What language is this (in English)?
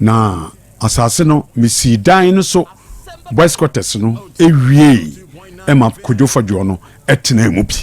Akan